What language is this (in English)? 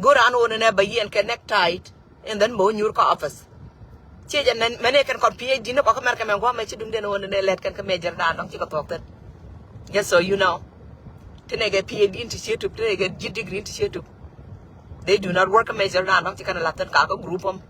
Nuer